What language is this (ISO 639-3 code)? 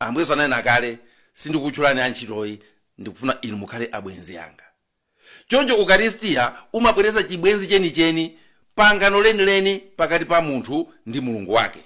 nya